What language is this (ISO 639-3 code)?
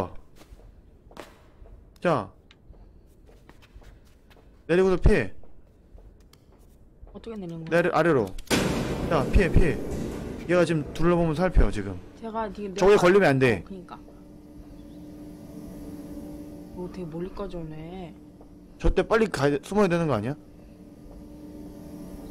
kor